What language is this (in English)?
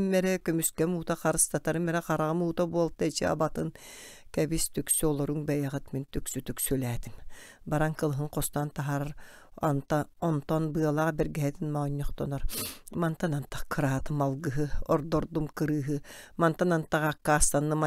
Yakut